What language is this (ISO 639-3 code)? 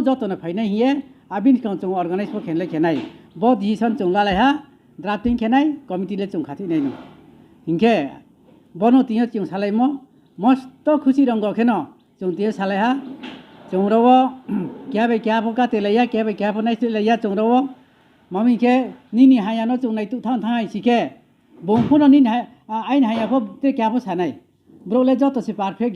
ria